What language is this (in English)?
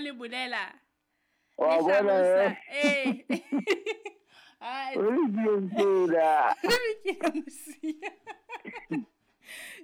Southern Sotho